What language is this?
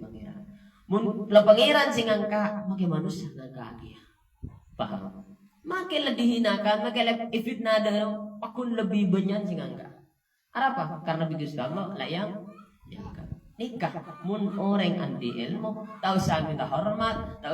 Madurese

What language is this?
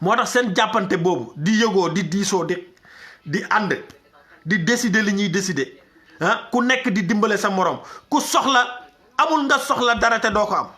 Wolof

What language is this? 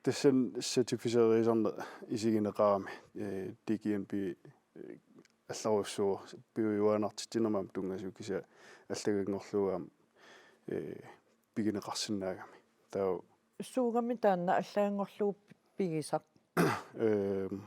Kalaallisut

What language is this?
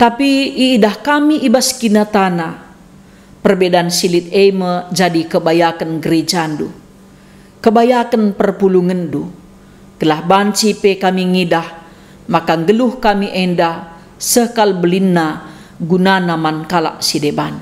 Batak Karo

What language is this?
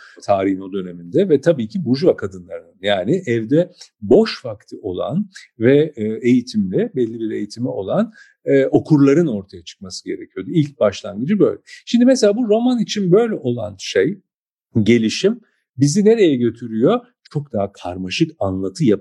Turkish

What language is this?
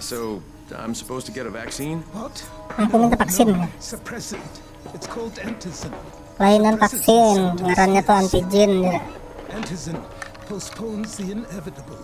Banjar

